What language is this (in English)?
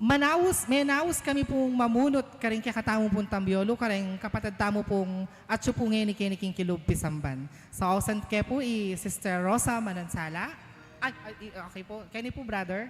Pampanga